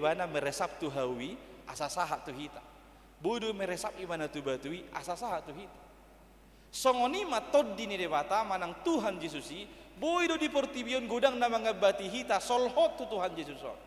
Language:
Batak Toba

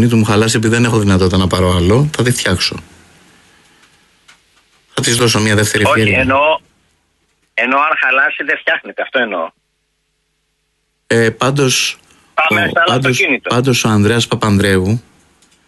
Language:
Greek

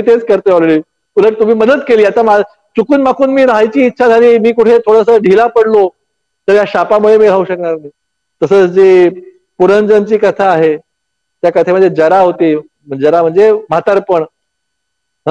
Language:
Marathi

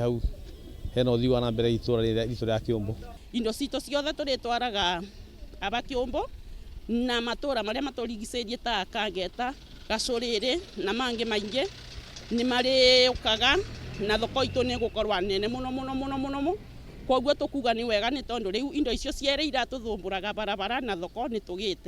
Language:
Kikuyu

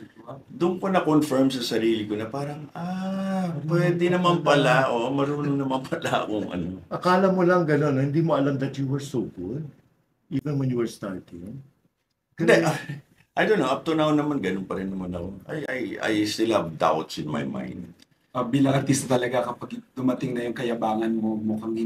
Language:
Filipino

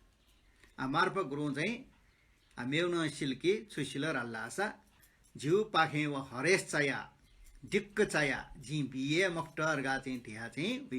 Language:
Newari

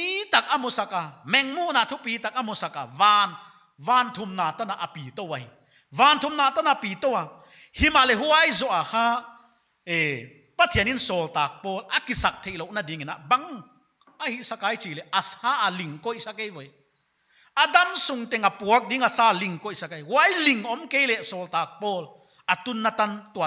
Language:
Paite Chin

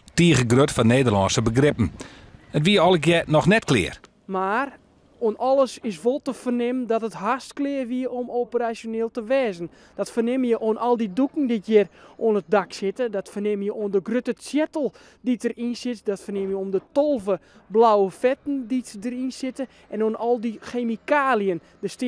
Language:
Western Frisian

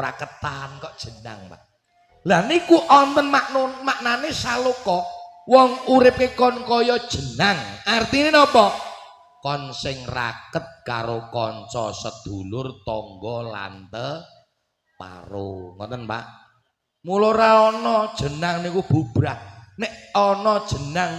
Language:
Javanese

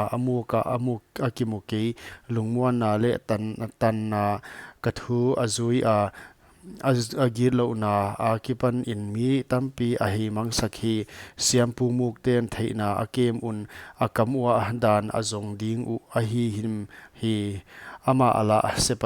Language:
Paite Chin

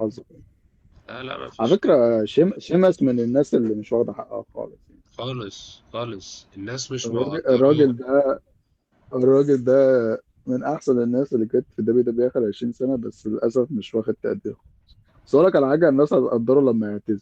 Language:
Egyptian Arabic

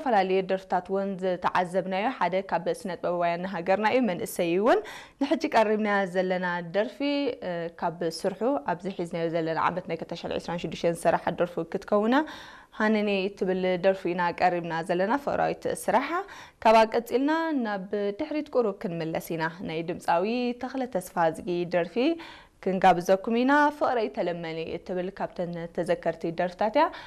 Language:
Tigrinya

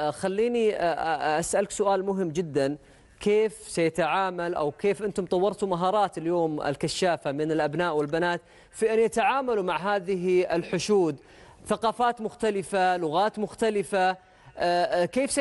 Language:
Arabic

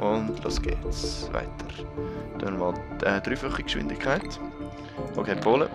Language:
Swiss German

